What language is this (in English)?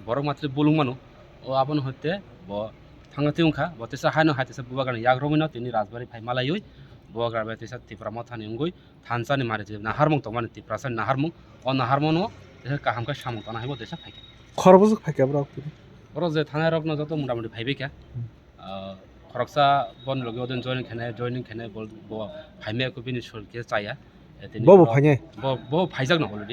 Kok Borok